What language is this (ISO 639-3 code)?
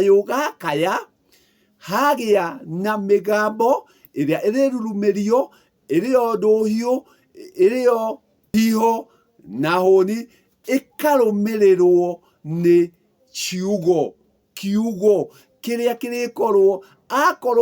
kik